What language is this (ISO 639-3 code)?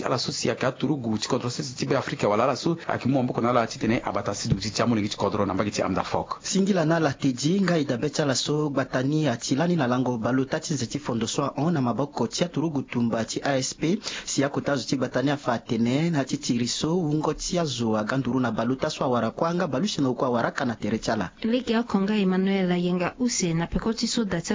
sag